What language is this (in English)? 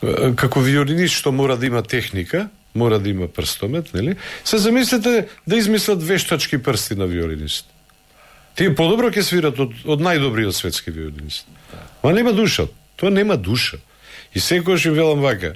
Macedonian